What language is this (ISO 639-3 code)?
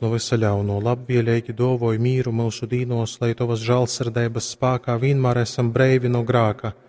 ltg